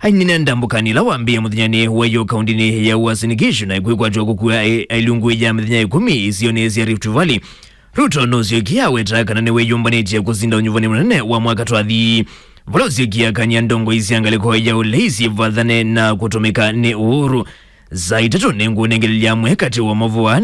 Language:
Kamba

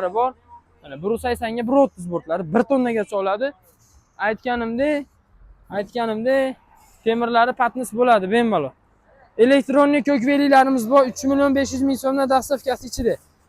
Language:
Uzbek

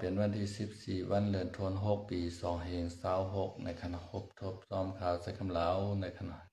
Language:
Shan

